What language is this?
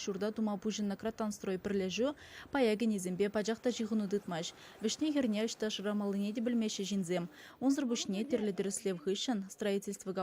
Chuvash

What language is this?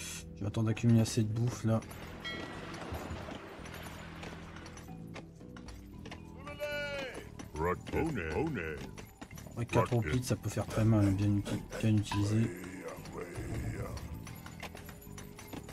French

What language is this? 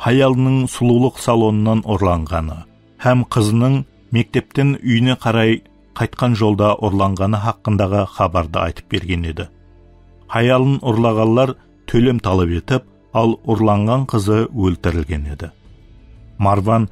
Kara-Kalpak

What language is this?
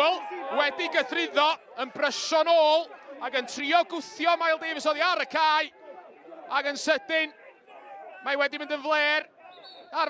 Welsh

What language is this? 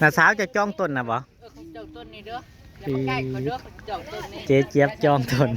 Northeastern Thai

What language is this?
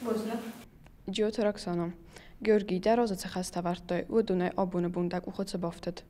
Ossetic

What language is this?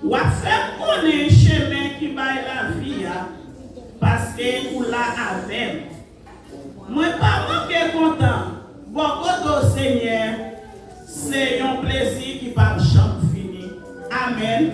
Haitian Creole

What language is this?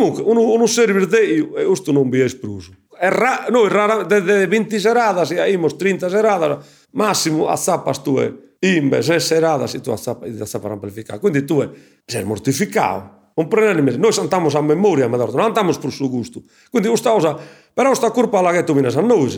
Sardinian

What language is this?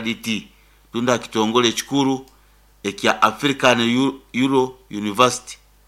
Nyoro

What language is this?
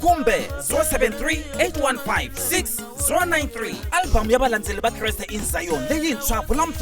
Tsonga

